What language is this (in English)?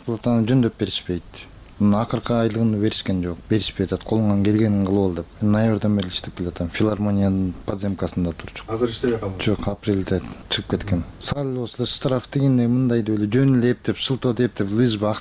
Kyrgyz